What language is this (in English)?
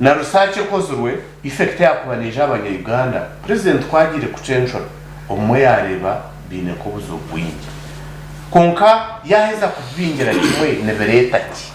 Nyankole